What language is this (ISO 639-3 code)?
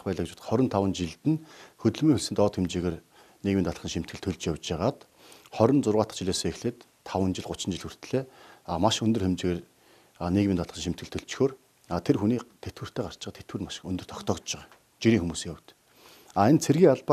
mon